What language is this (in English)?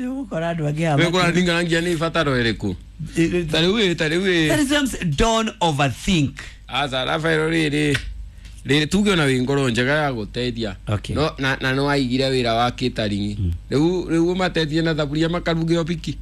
Kikuyu